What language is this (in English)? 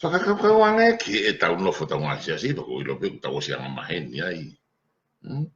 Tongan